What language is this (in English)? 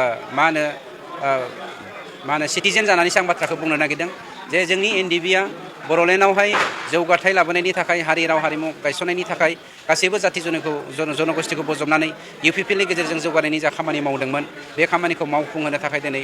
Bodo